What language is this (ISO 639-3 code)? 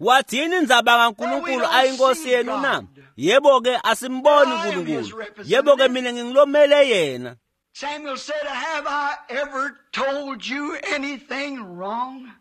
ssw